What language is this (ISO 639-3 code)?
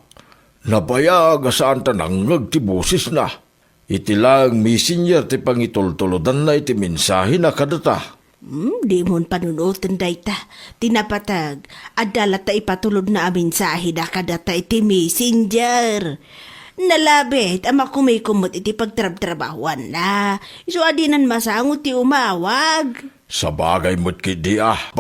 ilo